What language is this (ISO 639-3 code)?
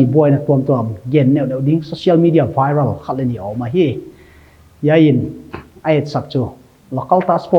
pck